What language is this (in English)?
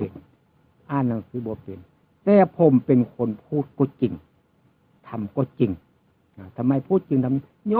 Northeastern Thai